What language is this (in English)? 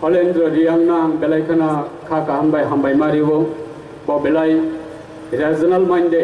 Kok Borok